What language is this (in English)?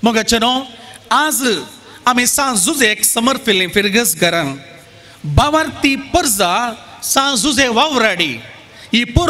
Konkani